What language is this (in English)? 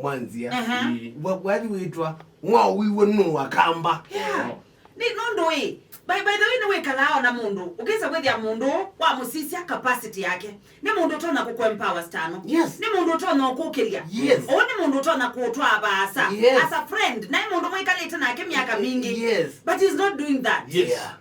Kamba